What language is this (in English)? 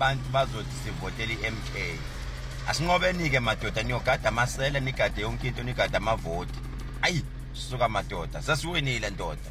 Zulu